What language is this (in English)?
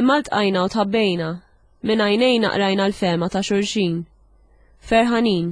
Maltese